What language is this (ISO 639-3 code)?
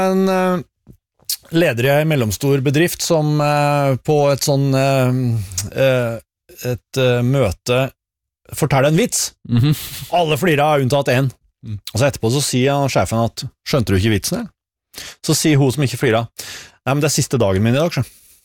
nor